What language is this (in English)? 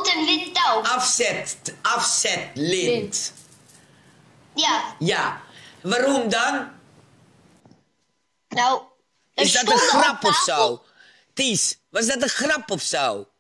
Dutch